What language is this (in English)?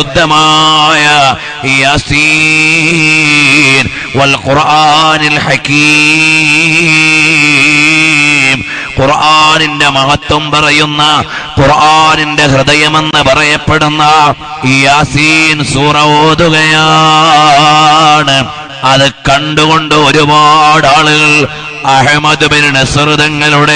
Malayalam